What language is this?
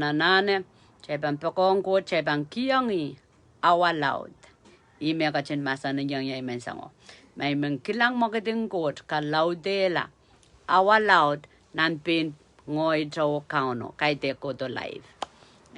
Pohnpeian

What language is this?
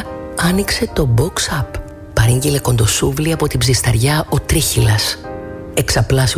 Greek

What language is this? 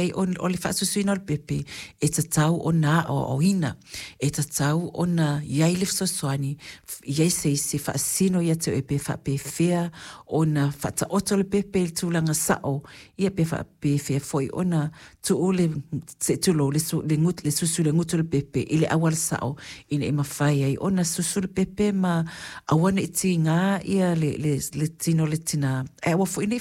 Samoan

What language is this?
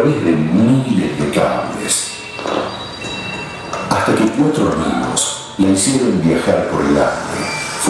Spanish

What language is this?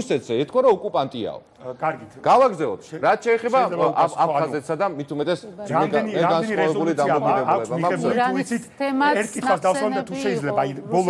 Georgian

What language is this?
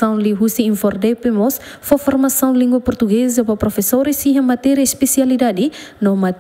Tetum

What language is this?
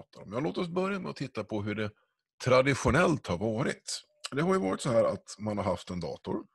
Swedish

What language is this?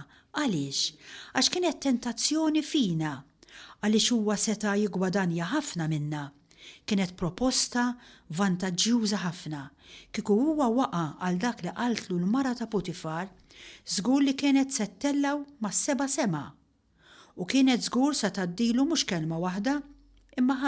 Maltese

